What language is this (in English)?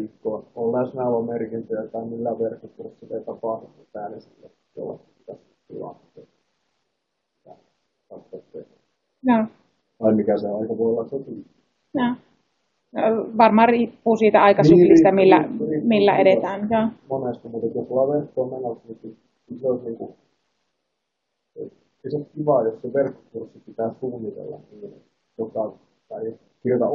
Finnish